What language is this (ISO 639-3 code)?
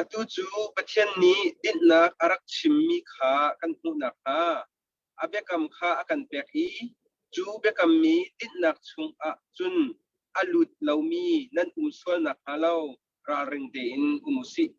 cnh